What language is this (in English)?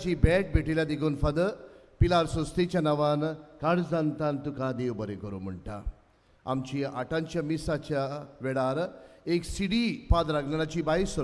Konkani